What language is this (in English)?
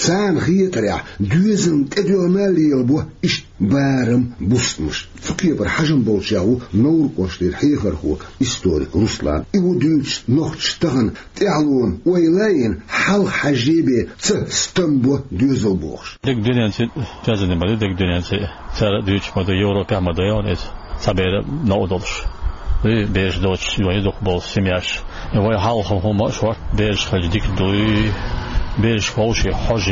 Chechen